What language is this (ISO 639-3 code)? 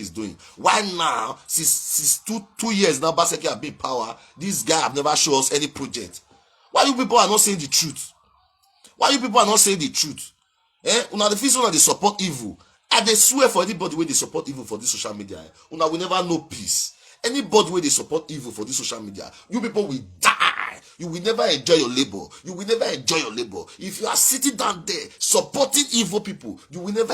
pcm